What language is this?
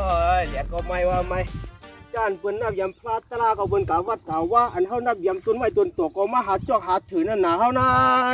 Shan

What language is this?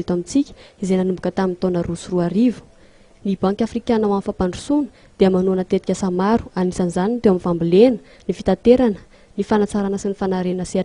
Malagasy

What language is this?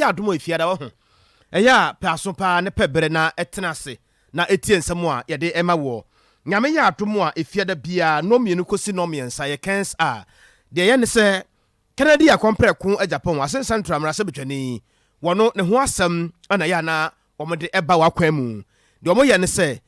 Akan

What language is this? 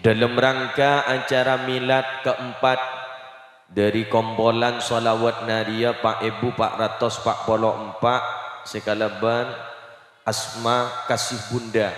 Madurese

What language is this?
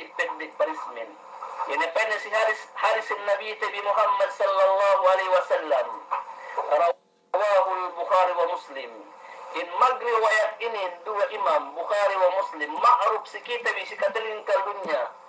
Yakan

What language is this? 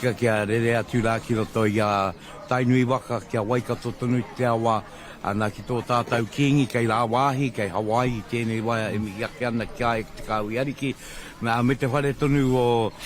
Māori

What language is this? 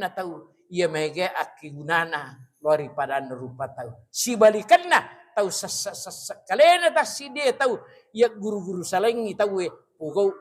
Buginese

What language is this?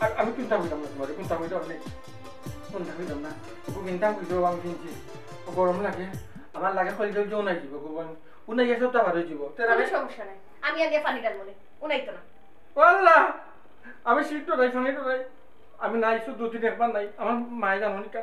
Sylheti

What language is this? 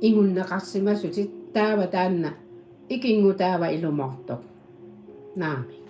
Kalaallisut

